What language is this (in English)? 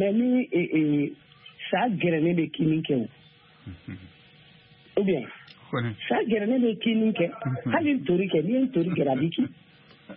Bambara